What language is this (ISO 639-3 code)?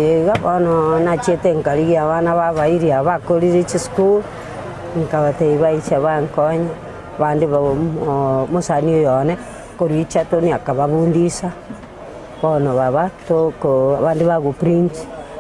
guz